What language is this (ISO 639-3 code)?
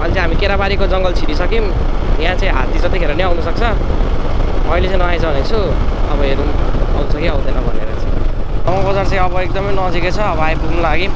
nep